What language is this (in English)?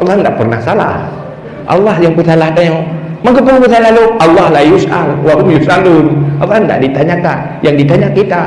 Achinese